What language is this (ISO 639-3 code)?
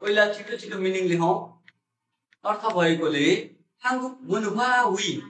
nep